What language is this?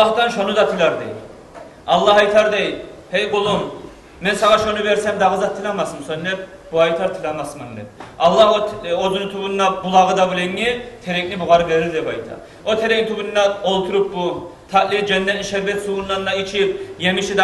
Kumyk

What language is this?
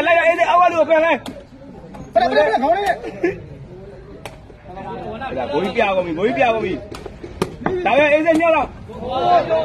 Burmese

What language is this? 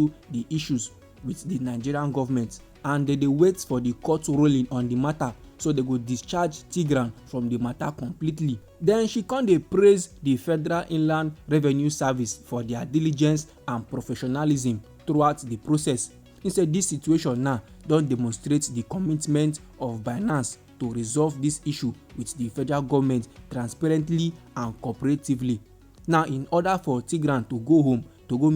Nigerian Pidgin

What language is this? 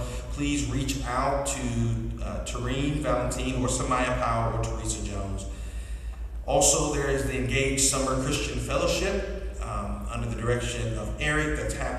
English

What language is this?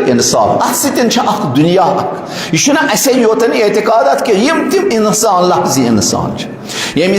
Kashmiri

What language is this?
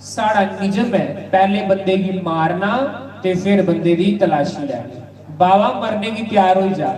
Dogri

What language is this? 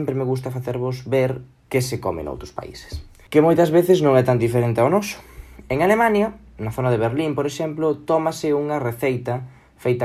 Galician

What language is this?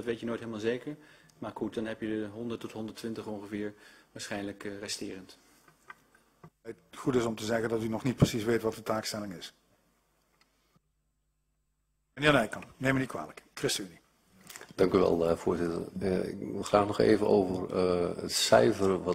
Dutch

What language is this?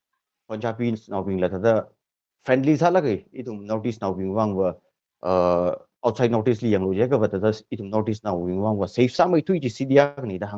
Tangkhul Naga (India)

